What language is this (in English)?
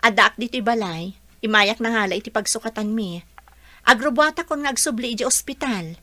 Iloko